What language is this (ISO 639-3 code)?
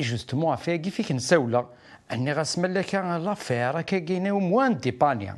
kab